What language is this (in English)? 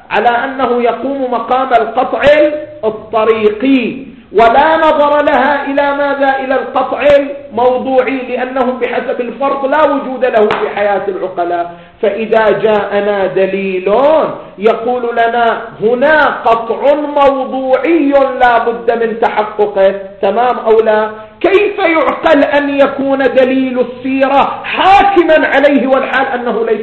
Arabic